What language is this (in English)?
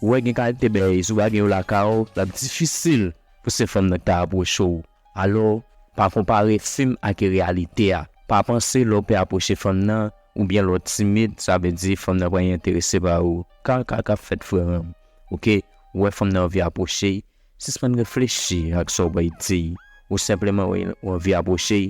Haitian Creole